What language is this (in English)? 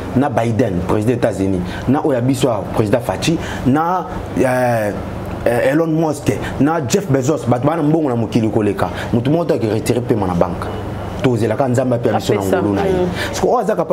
Lingala